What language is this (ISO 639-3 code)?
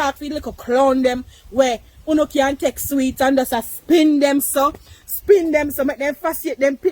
jam